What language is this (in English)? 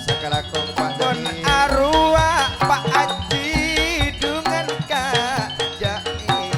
Madurese